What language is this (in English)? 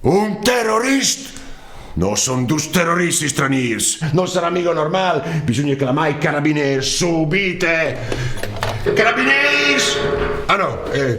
Friulian